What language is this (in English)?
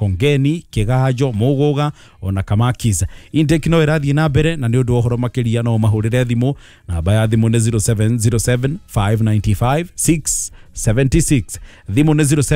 Kikuyu